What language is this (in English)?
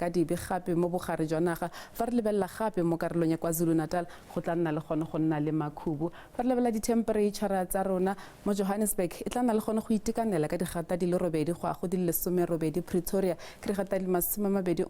Tswana